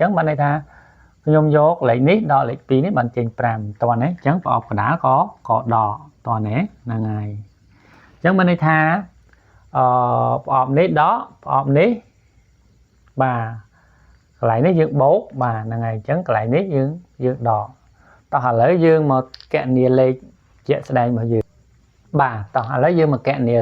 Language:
Khmer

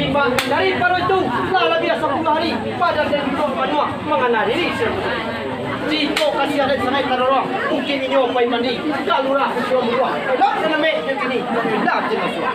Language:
Minangkabau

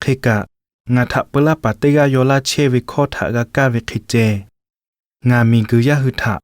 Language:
Lahu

